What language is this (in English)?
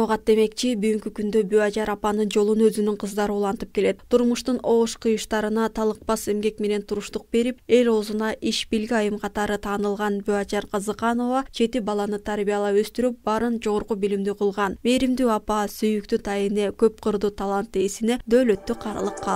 Kyrgyz